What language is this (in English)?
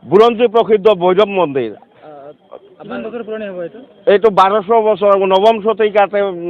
Assamese